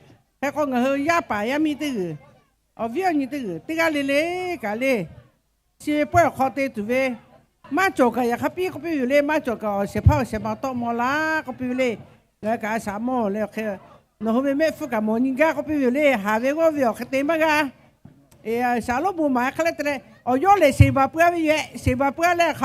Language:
Lahu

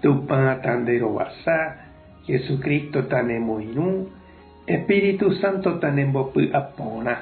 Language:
Guarani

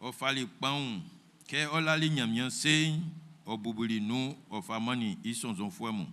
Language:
Baoulé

